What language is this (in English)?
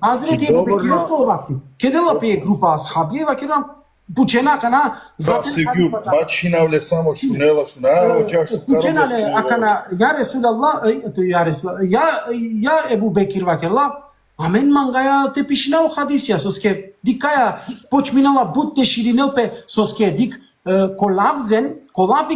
Balkan Romani